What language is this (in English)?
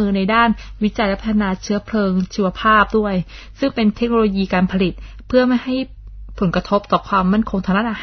Thai